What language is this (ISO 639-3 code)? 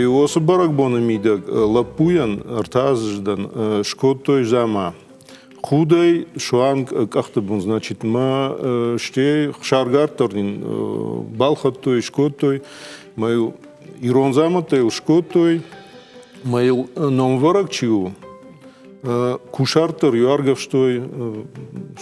oss